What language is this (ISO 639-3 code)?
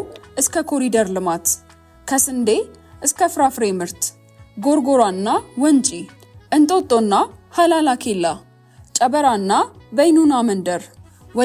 amh